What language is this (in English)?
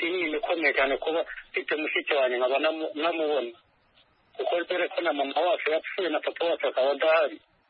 Kinyarwanda